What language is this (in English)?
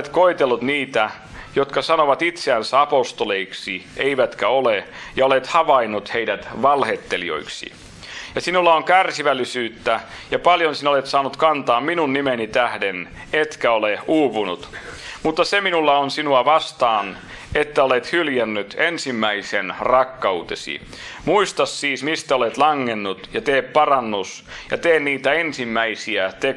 Finnish